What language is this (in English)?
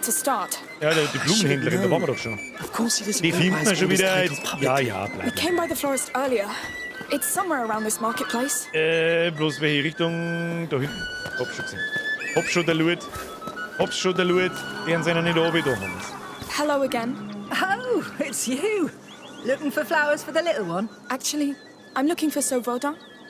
Bavarian